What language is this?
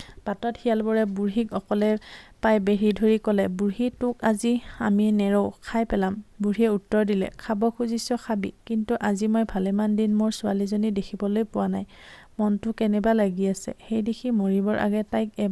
Assamese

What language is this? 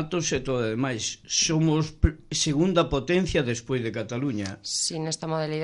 Galician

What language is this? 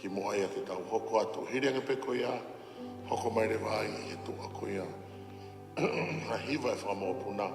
Tongan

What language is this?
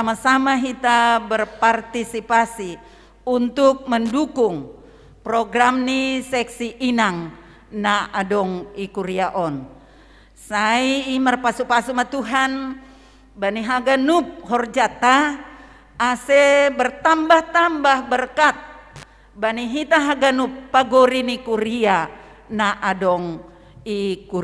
Batak Simalungun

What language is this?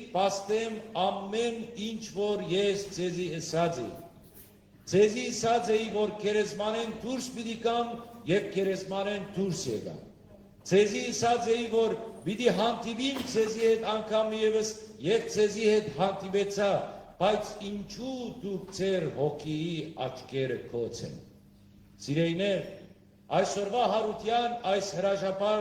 Western Armenian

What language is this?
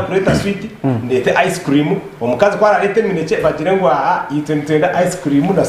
Nyankole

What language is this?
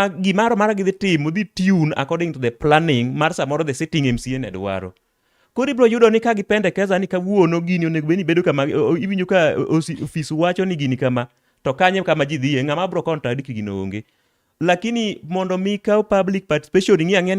Luo (Kenya and Tanzania)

